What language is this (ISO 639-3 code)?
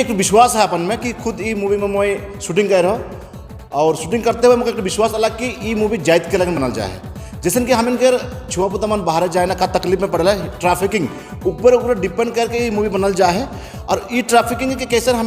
sck